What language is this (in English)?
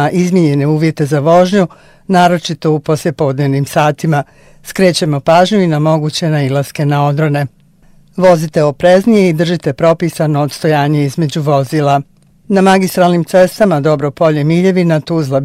Bosnian